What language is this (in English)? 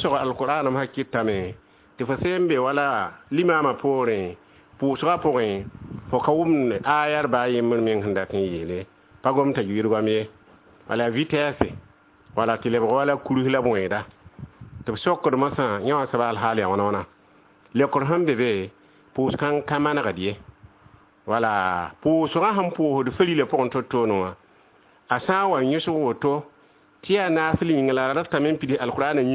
Mossi